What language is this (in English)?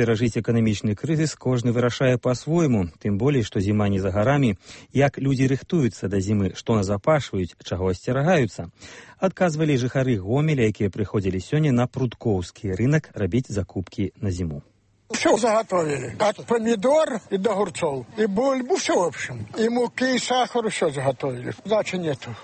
Belarusian